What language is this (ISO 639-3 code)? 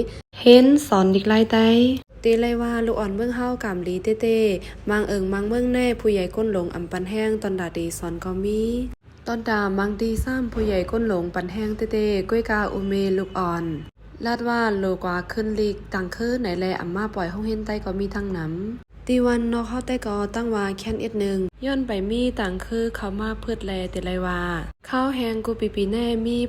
shn